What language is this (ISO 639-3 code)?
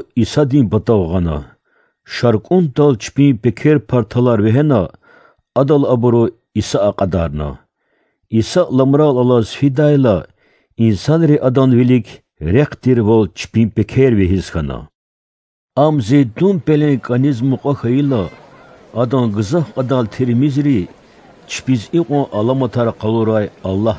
lez